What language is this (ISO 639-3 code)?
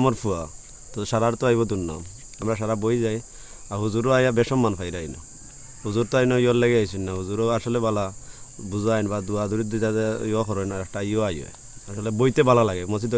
syl